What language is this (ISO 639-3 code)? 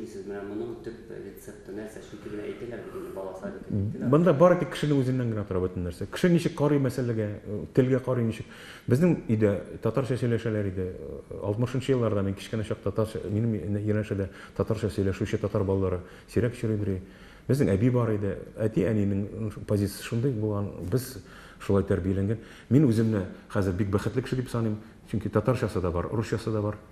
tat